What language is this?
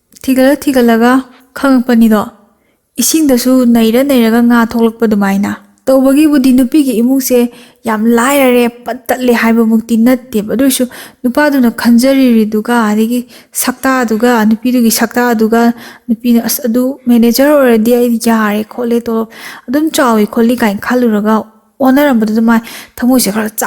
Manipuri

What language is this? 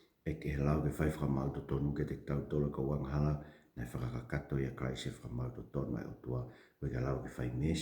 Tongan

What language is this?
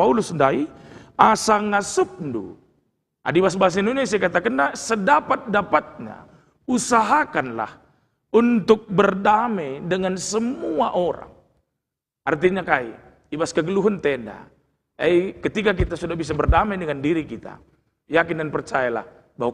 Batak Karo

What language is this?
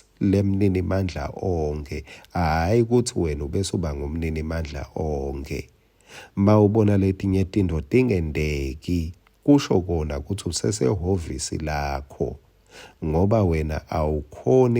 Swati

